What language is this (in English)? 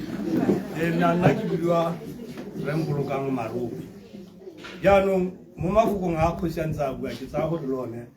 Tswana